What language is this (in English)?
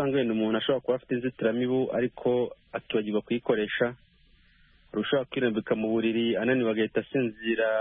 Kinyarwanda